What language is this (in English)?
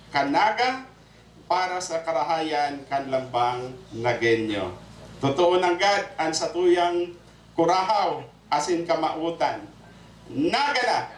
Bikol